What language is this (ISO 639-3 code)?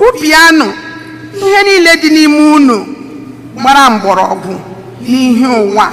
ibo